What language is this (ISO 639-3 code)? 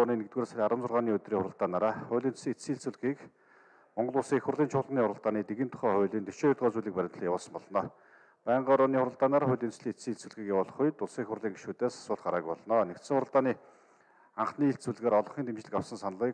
mon